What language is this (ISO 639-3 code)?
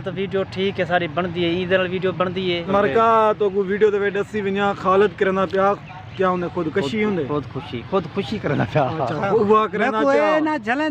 skr